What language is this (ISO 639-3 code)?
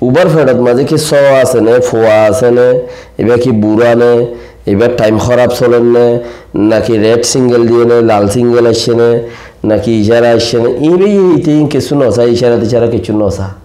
rhg